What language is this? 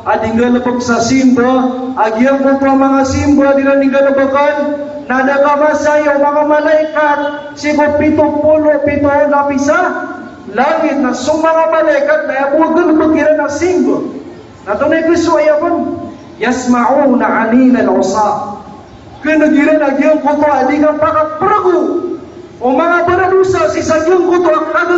Maranao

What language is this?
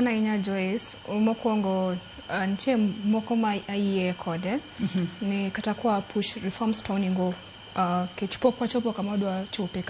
Luo (Kenya and Tanzania)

